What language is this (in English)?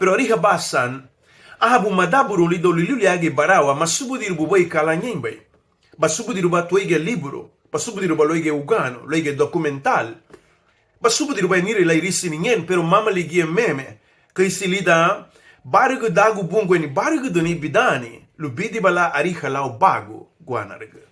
Garifuna